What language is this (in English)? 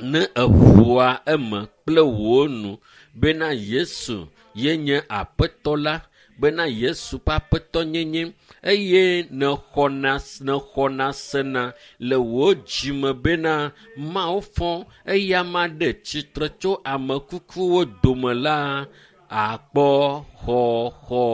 Ewe